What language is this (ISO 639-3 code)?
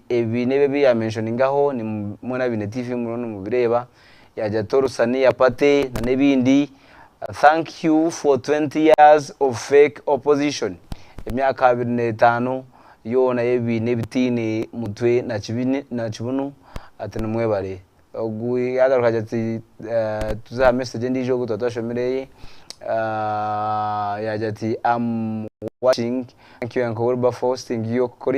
nyn